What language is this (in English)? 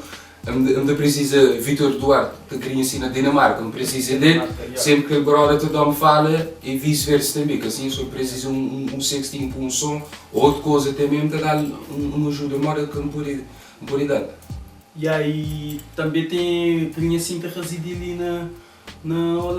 Kabuverdianu